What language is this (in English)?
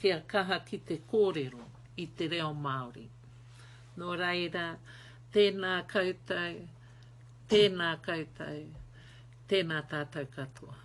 Māori